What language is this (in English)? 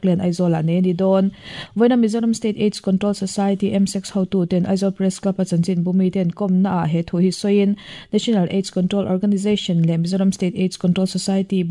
Mizo